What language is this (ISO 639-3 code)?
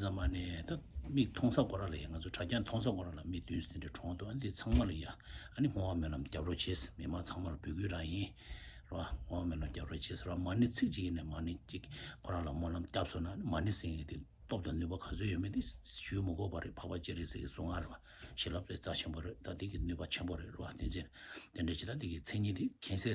bod